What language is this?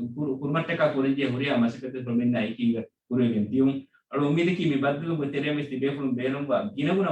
Divehi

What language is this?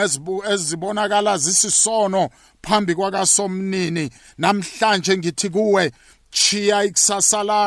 South Ndebele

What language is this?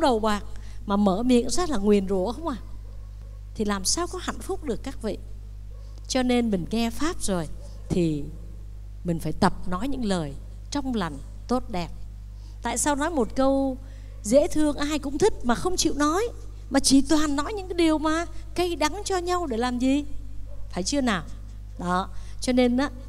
Vietnamese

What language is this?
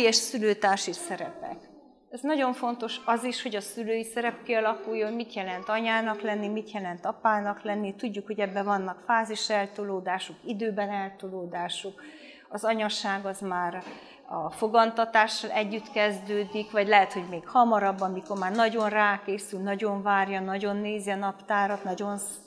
Hungarian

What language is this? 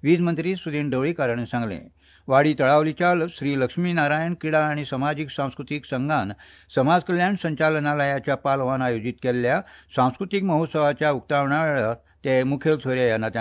Konkani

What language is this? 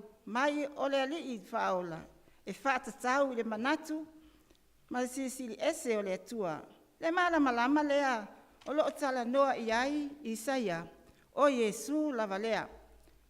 Samoan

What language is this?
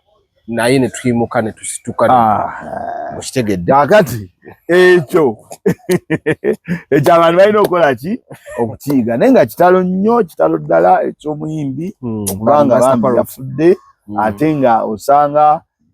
Ganda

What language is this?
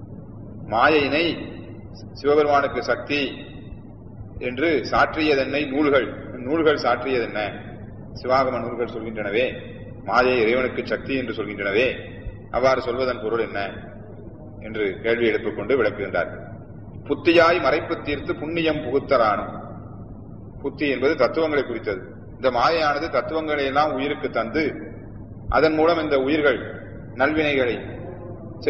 Tamil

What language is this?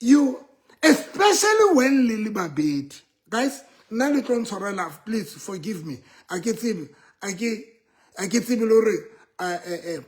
Southern Sotho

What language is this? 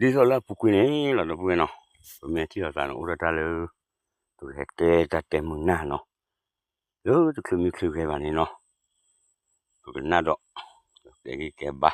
S'gaw Karen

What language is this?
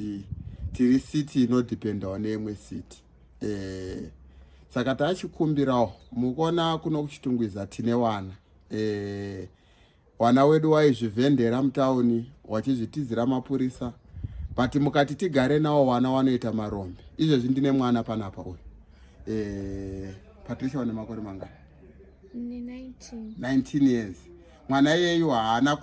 Shona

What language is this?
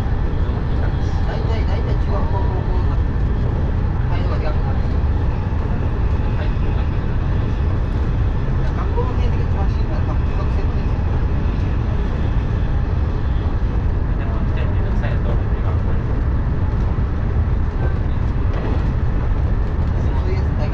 Japanese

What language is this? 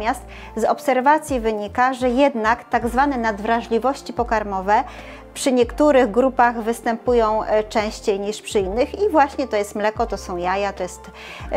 Polish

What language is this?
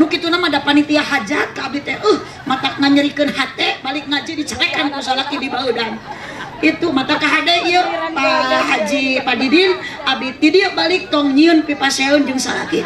Sundanese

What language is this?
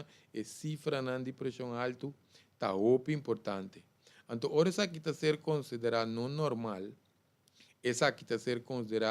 Papiamento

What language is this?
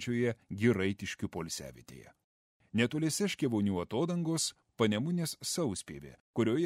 Lithuanian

